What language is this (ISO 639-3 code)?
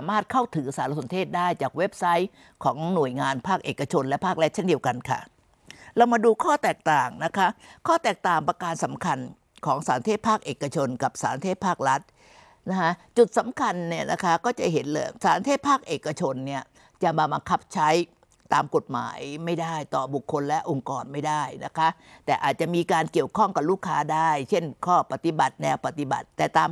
tha